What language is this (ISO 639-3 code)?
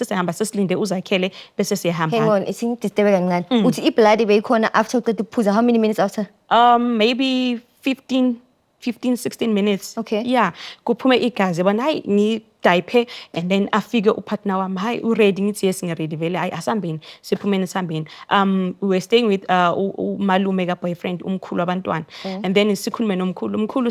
zul